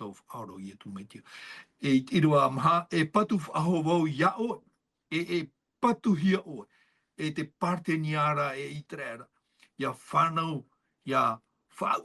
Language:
Tahitian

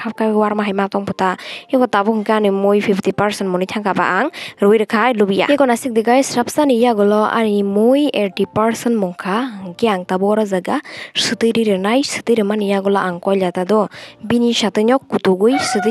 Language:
Kok Borok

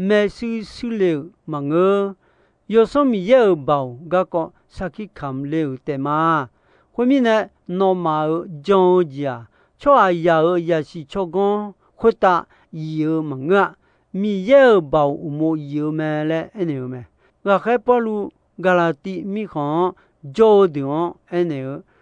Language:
Akha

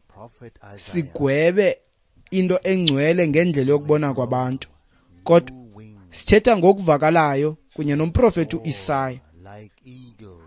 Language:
Xhosa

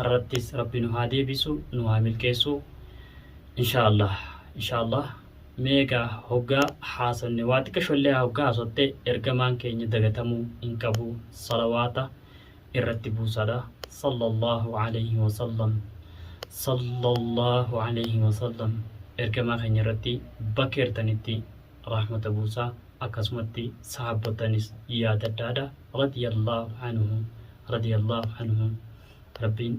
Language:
Oromo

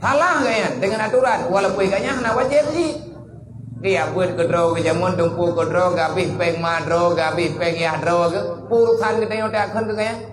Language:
Achinese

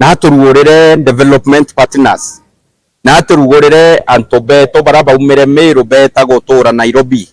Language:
Meru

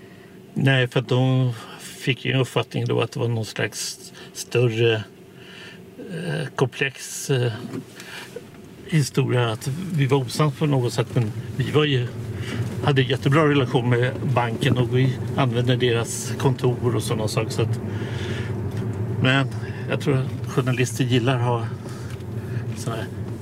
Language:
Swedish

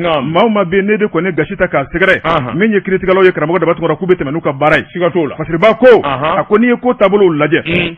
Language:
Bambara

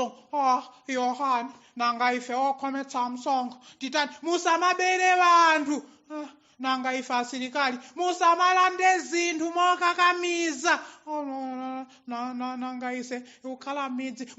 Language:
Nyanja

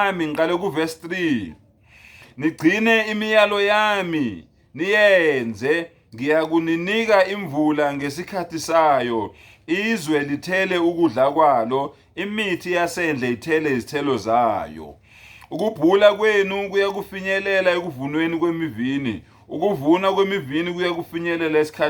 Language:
Zulu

